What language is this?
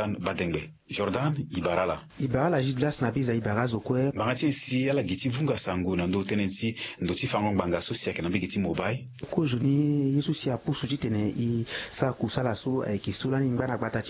Sango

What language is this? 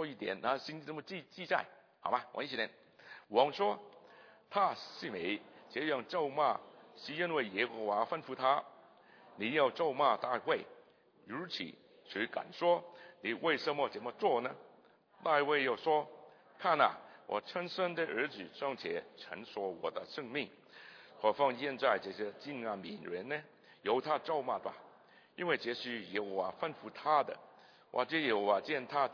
Chinese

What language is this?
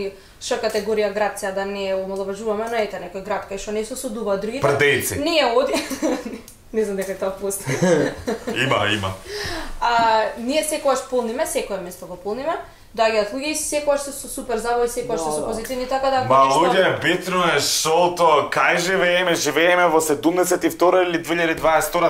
Macedonian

